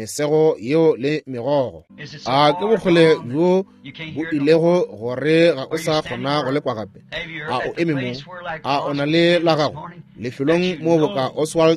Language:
Northern Sotho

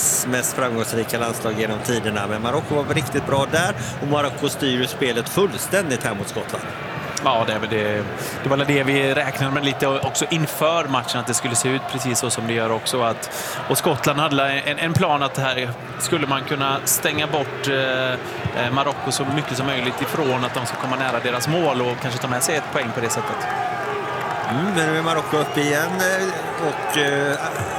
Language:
Swedish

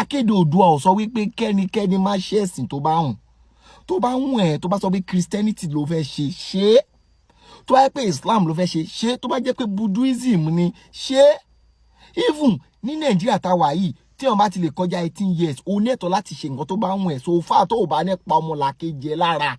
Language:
Yoruba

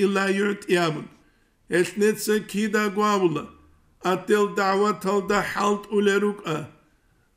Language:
Avaric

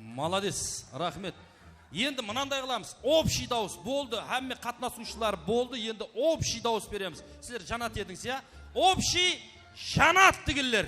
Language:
Kara-Kalpak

